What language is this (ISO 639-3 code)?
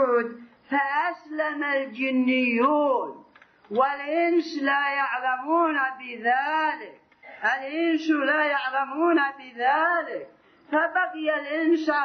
ara